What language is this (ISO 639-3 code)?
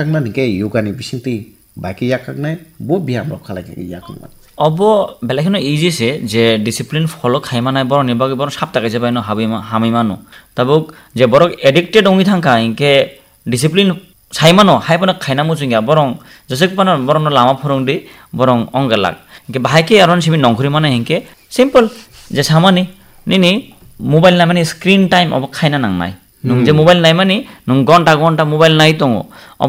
trp